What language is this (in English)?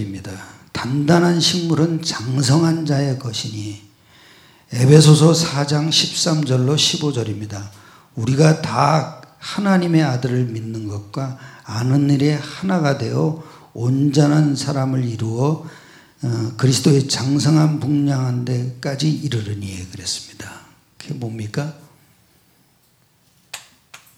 Korean